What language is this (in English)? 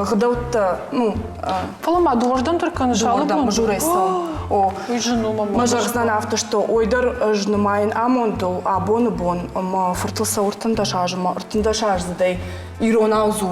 Ossetic